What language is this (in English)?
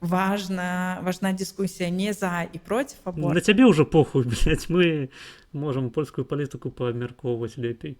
Belarusian